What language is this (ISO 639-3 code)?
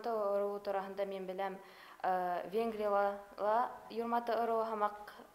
bak